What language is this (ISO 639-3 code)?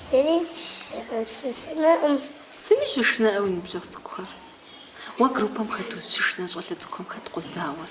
kbd